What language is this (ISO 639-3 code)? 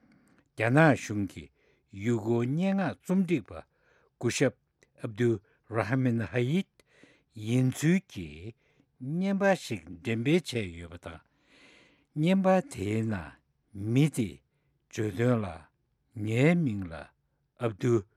bod